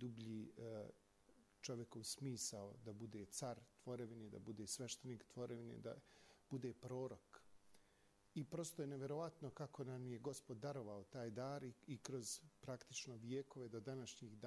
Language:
Serbian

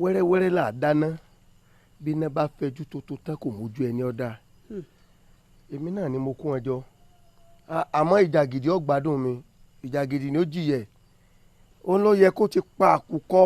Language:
Yoruba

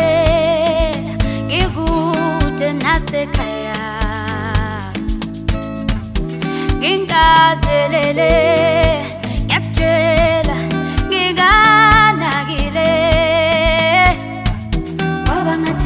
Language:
Zulu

